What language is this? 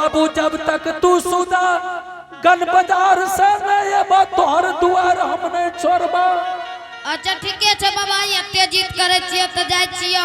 Angika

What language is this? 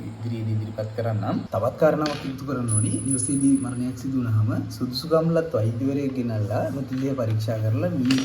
Sinhala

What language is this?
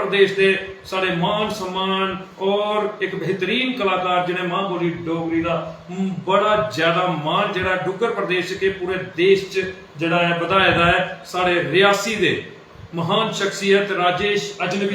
Dogri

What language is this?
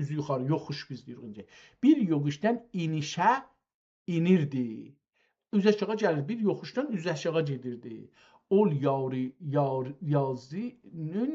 South Azerbaijani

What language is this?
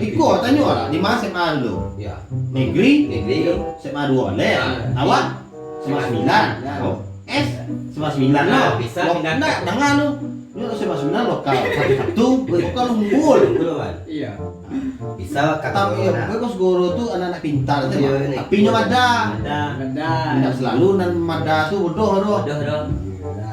Minangkabau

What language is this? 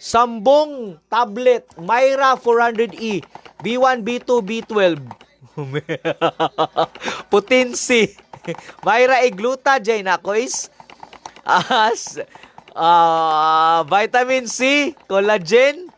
Cebuano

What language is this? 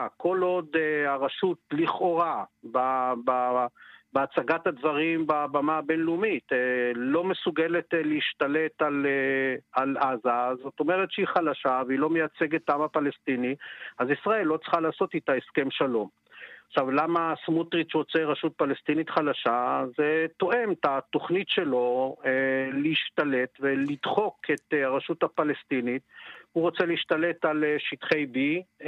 Hebrew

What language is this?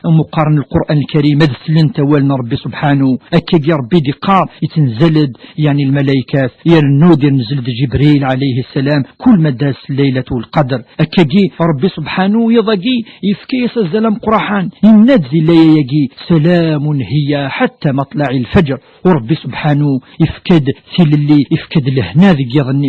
Kabyle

